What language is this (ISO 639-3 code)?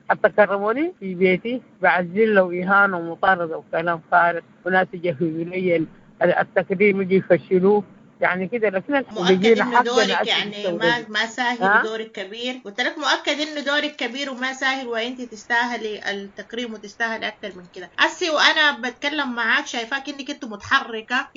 apd